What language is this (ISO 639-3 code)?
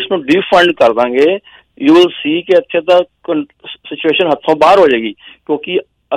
pan